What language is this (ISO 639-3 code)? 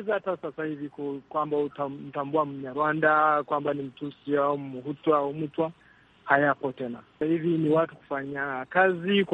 swa